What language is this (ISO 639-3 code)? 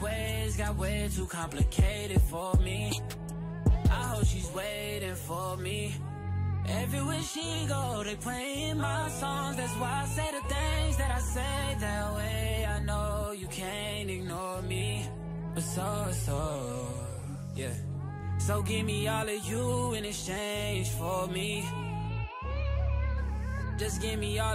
eng